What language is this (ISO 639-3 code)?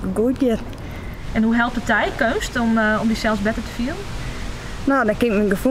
fry